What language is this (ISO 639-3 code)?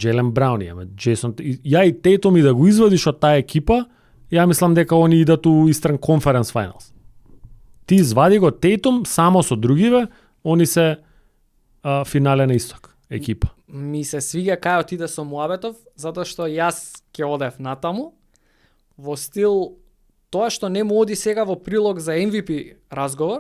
mkd